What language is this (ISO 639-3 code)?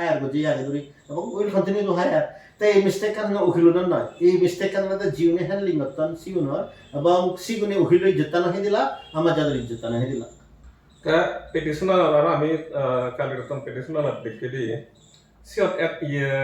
ccp